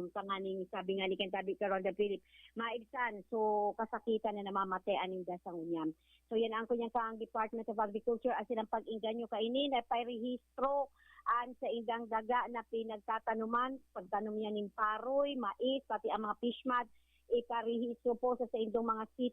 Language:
Bikol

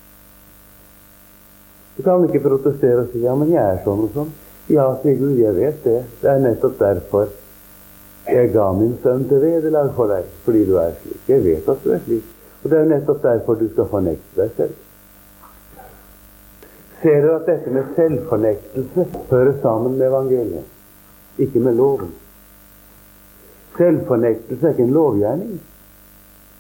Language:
Norwegian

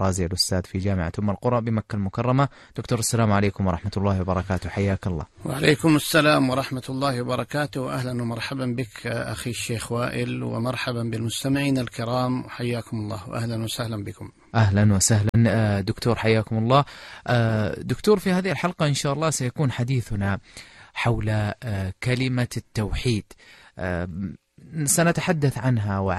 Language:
Arabic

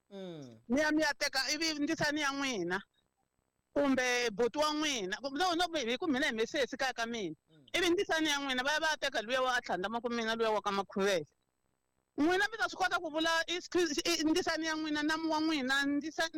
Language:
Tsonga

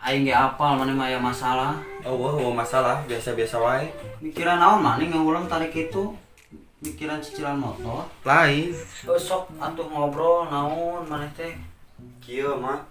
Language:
Sundanese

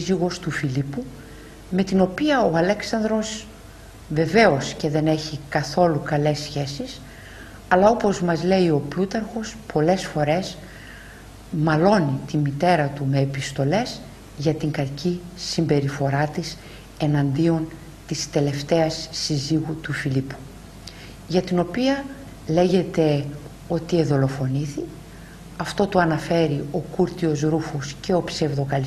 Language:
Greek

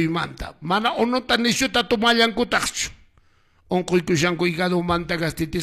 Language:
Quechua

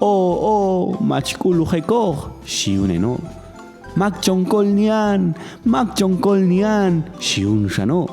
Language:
Popti'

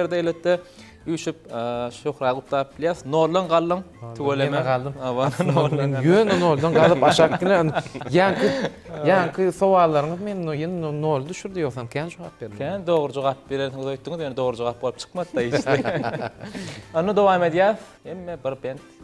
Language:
Turkmen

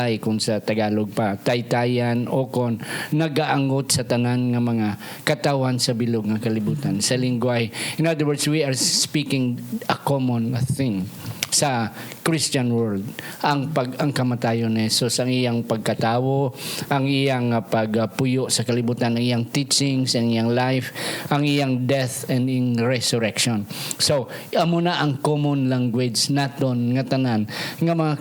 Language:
Hiligaynon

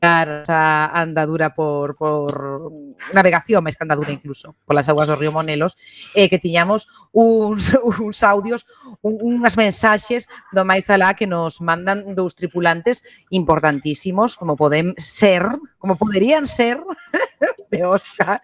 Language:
Galician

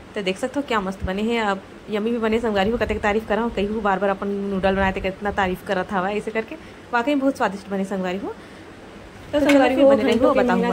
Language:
Chhattisgarhi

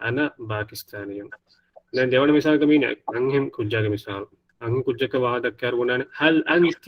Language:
Divehi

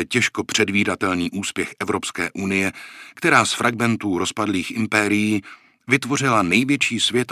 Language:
Czech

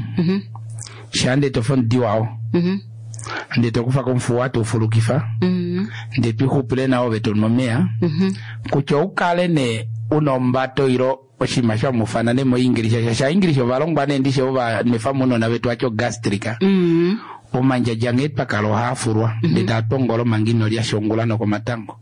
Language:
Kuanyama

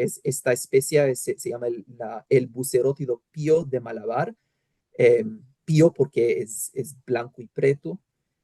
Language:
Ladino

